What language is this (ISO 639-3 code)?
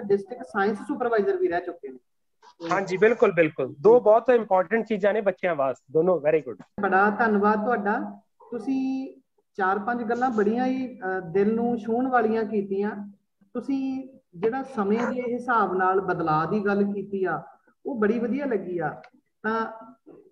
pan